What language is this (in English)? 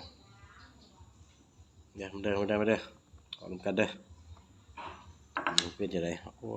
Lao